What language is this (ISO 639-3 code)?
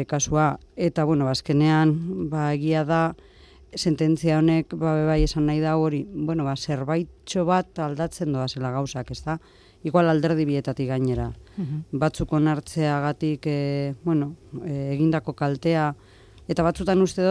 eus